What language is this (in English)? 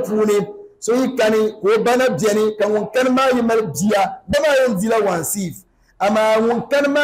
Dagbani